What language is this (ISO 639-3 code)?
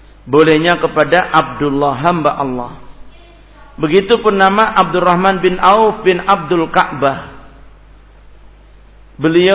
ind